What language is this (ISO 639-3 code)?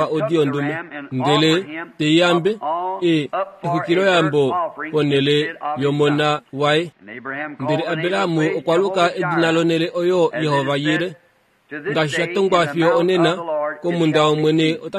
kua